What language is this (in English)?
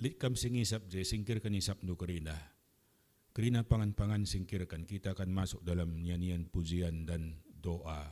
Batak Karo